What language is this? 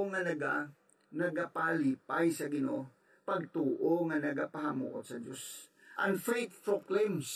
Hiligaynon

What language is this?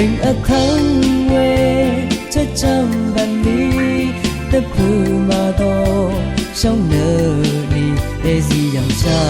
Rawang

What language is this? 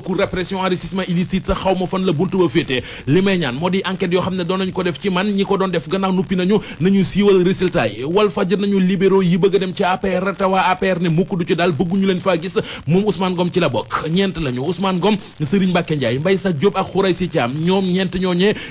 Wolof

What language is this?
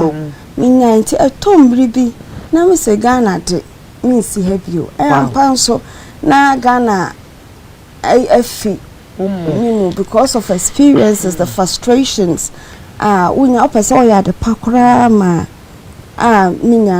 Akan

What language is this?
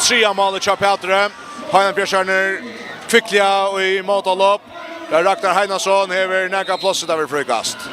Faroese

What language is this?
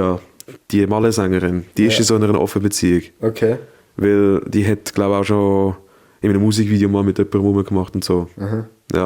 Swiss German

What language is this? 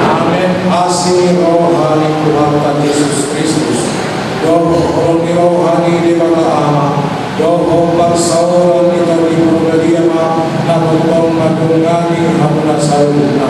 Batak Toba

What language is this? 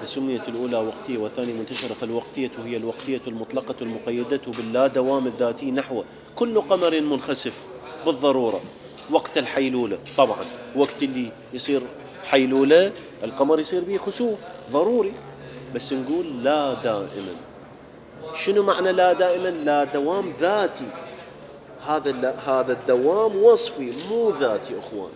Mesopotamian Arabic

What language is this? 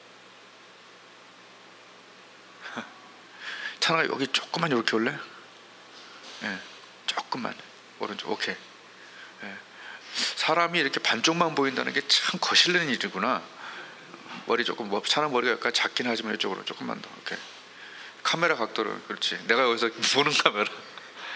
Korean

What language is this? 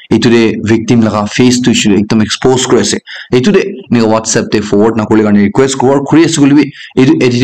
Naga Pidgin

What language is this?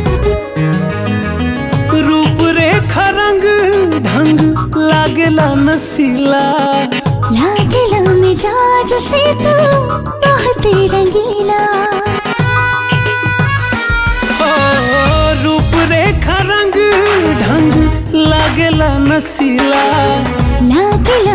Bhojpuri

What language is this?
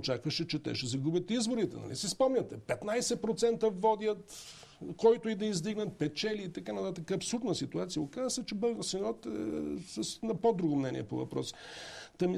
Bulgarian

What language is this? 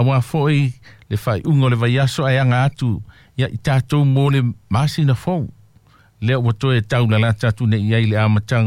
Samoan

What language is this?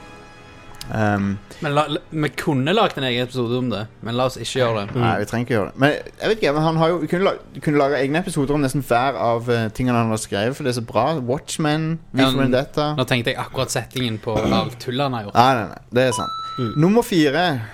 Norwegian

